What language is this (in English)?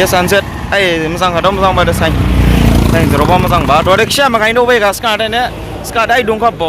Dimasa